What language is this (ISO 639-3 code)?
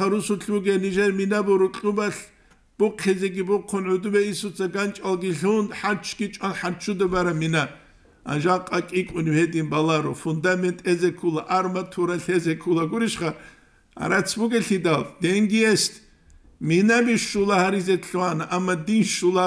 ava